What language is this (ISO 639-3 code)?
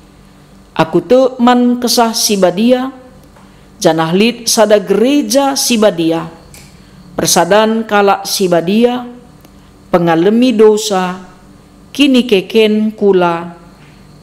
btx